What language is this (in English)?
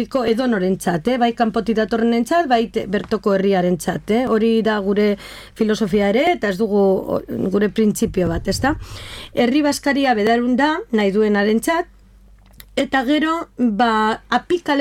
Basque